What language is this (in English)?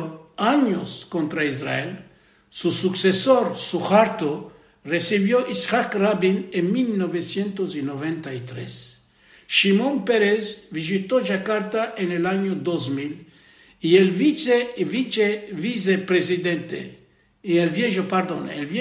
Ladino